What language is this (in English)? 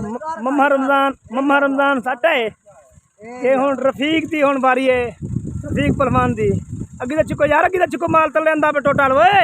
Saraiki